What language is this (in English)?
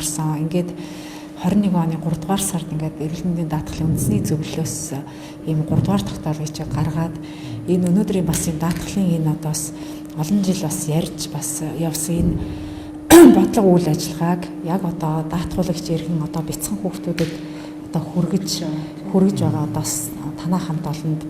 Mongolian